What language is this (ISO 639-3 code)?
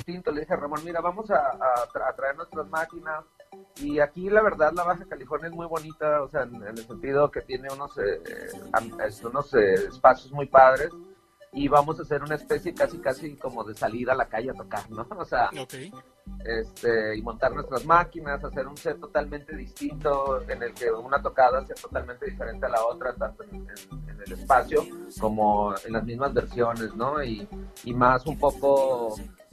spa